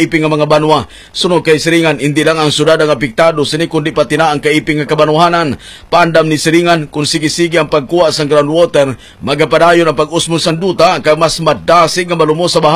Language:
Hiligaynon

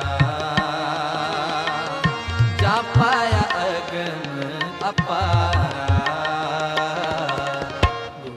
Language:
Hindi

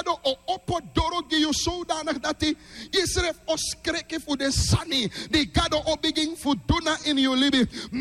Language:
Sranan Tongo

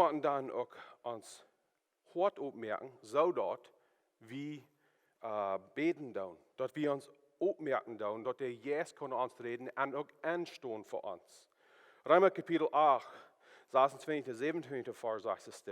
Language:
Plautdietsch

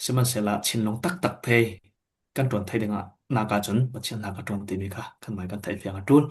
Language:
Falam Chin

